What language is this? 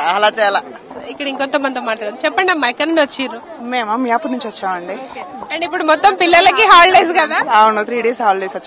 Telugu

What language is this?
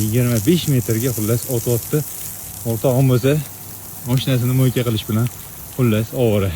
Uzbek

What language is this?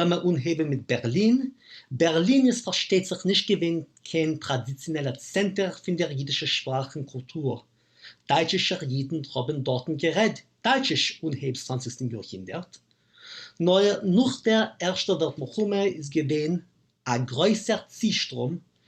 Yiddish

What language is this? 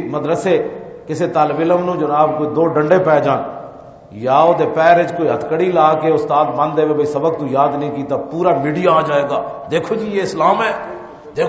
Urdu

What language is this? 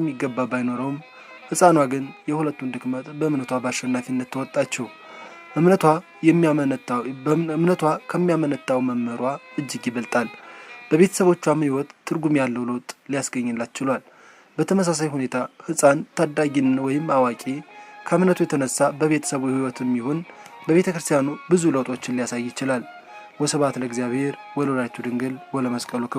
Amharic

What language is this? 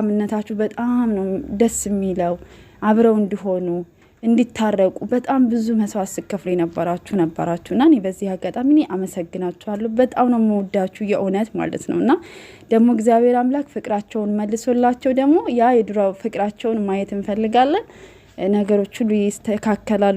Amharic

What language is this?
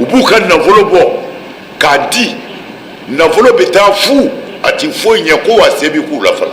Bambara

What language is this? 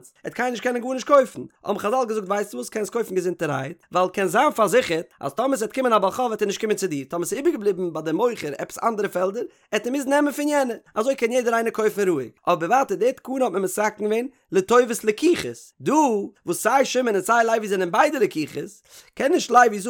Yiddish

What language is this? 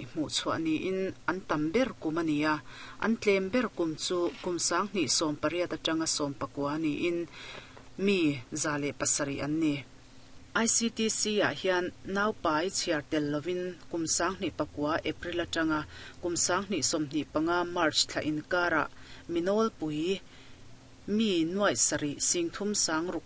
Mizo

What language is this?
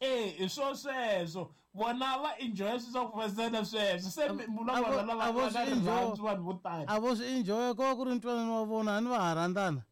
Tsonga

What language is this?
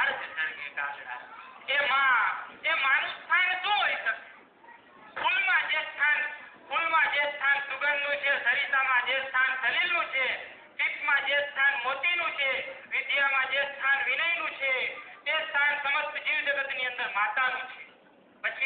Gujarati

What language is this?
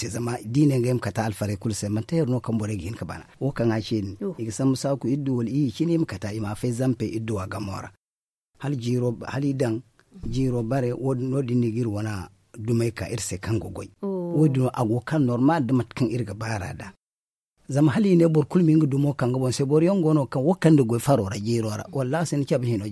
Zarma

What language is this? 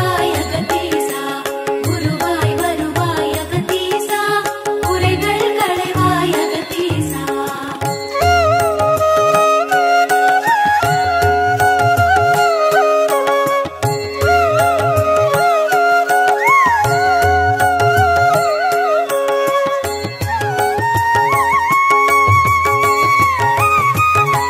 Tamil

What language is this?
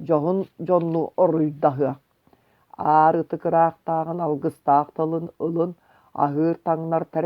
Yakut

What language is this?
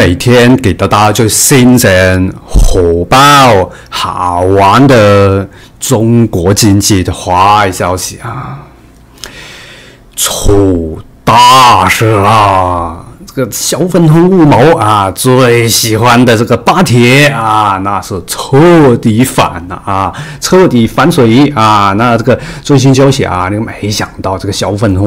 Chinese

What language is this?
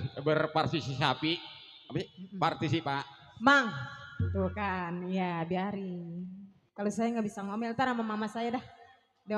Betawi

